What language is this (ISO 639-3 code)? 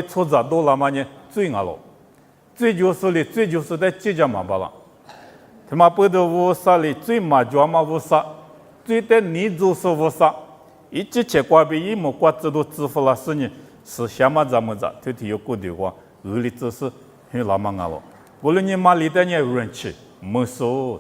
lis